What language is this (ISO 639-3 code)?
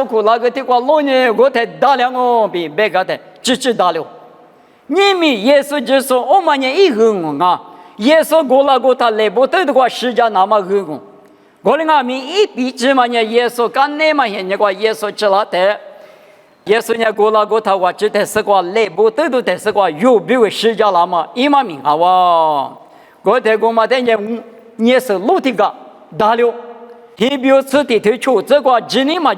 lis